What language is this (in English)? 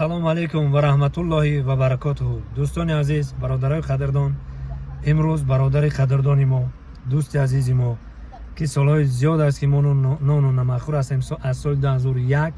Tajik